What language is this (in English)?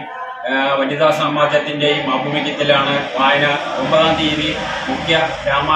Malayalam